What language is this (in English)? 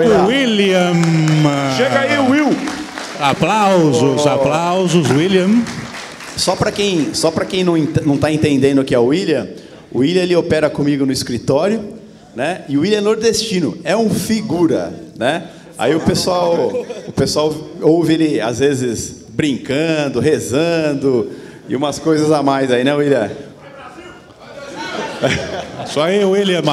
Portuguese